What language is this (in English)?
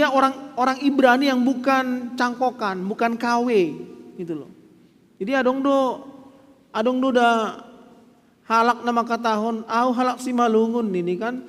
Batak Simalungun